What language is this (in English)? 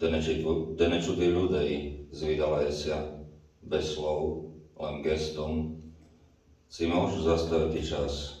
Rusyn